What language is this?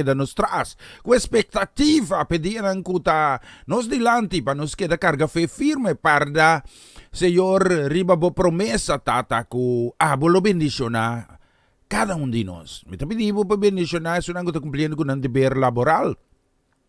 Papiamento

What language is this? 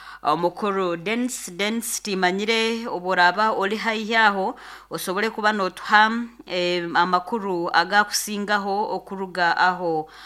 Nyoro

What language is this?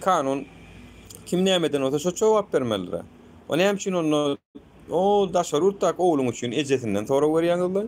Turkmen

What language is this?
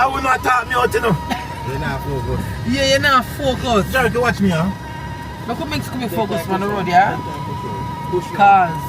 Jamaican Creole English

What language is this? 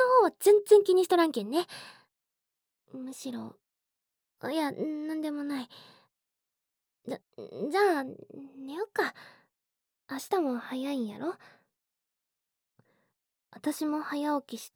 Japanese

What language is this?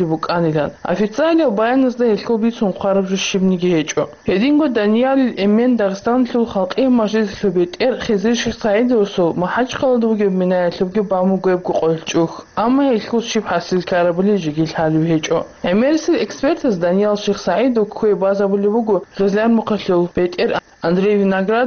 Avaric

